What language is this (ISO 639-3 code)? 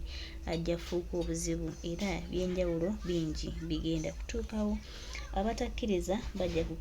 lug